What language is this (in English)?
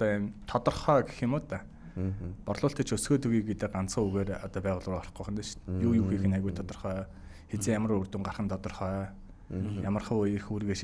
Mongolian